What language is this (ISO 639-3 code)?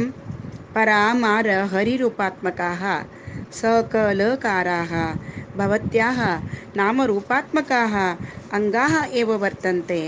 san